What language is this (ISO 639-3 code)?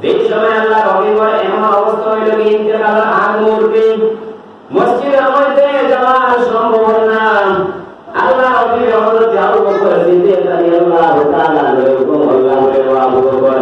syl